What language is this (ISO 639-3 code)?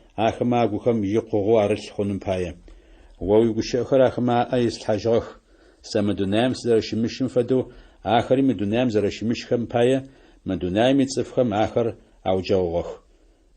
ady